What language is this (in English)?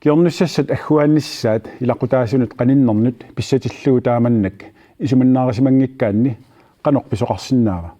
Kalaallisut